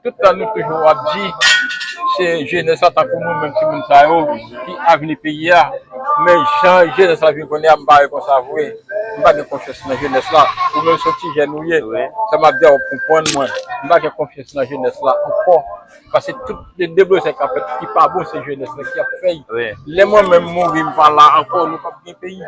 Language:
Haitian Creole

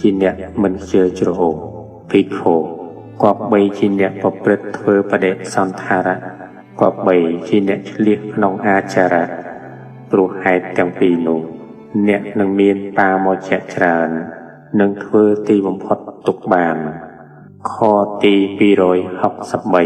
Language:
Khmer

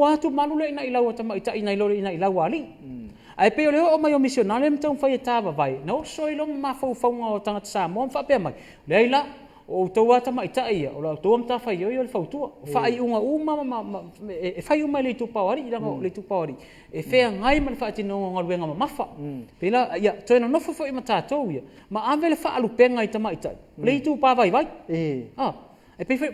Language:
Samoan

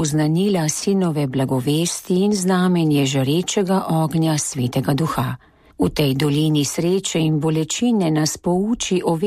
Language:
Slovenian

